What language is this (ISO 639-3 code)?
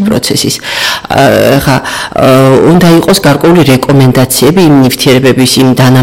kat